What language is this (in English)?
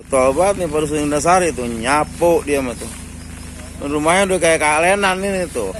Betawi